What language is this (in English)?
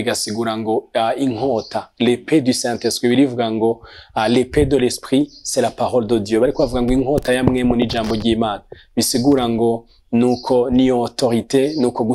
Rundi